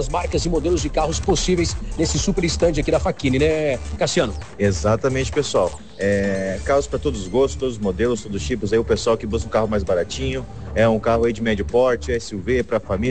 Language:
Portuguese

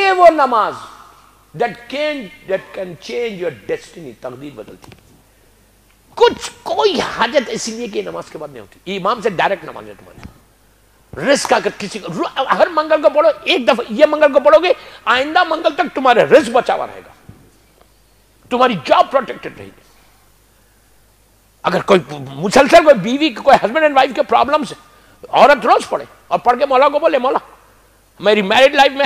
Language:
Urdu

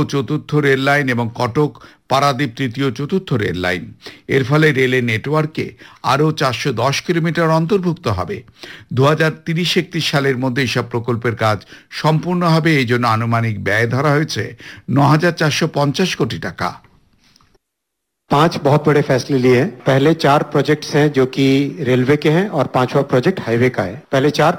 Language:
Bangla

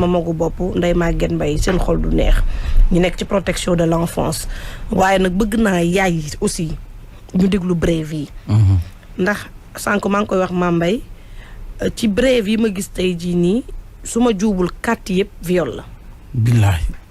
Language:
Wolof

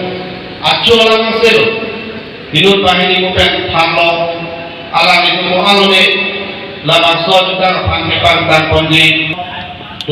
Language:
Karbi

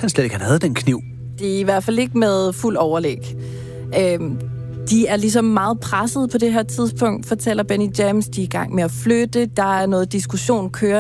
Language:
Danish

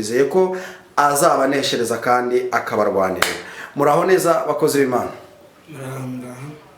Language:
Kinyarwanda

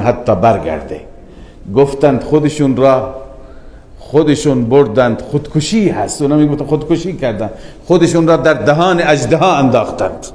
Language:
Persian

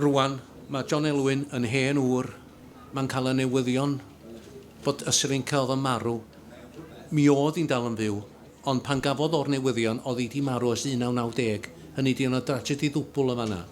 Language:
Welsh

